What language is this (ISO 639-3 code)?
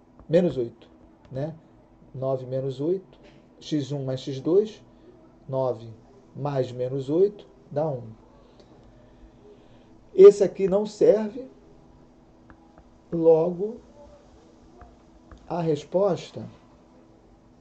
por